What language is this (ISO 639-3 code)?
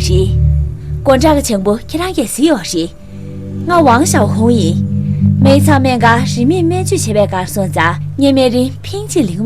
bod